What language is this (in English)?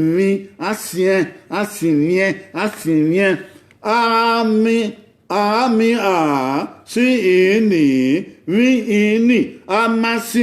Bini